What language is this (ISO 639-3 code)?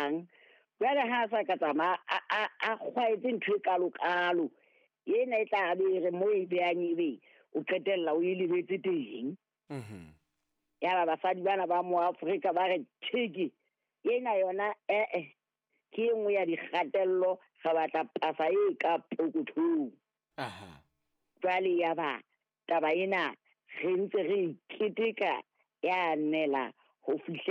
sot